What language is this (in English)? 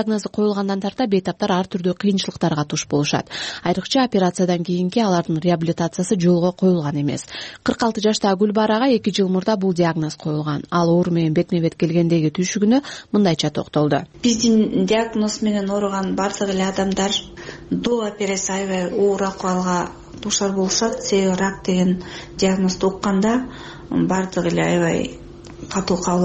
Kyrgyz